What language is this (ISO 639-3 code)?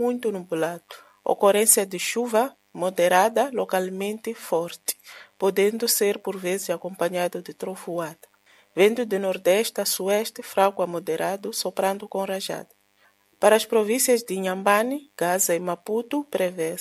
por